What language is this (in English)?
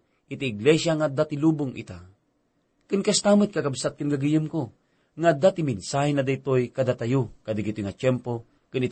Iloko